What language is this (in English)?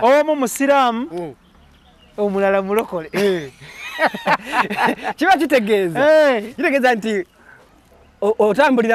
Ganda